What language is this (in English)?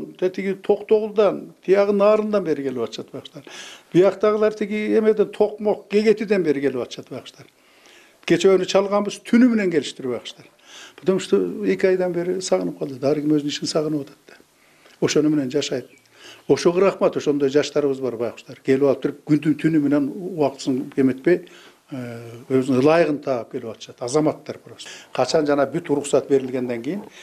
Kyrgyz